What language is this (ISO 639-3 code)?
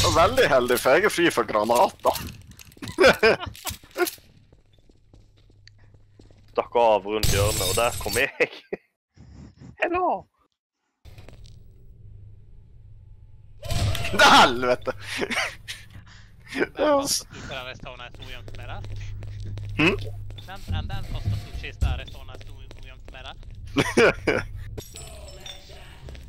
nor